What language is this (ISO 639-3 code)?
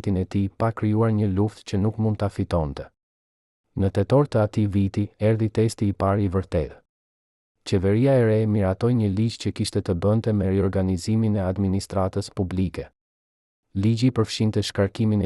sqi